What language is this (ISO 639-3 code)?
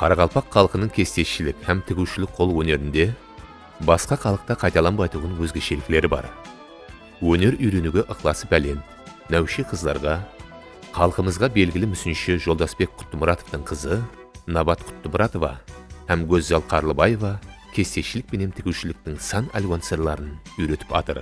kaa